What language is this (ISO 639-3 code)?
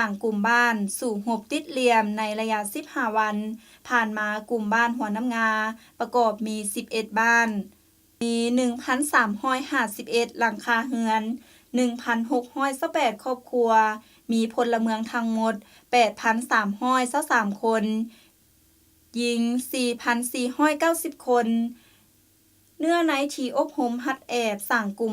lao